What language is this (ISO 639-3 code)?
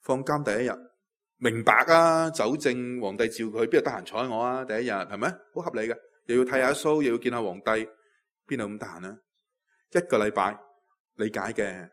yue